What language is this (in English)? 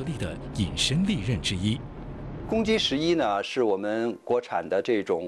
Chinese